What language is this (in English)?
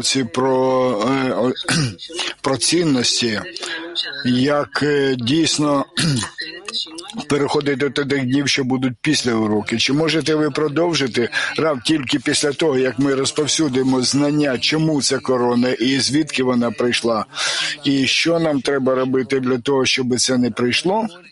Ukrainian